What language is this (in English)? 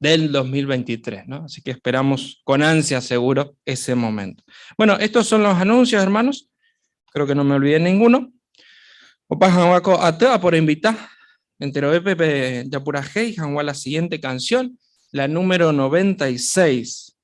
Guarani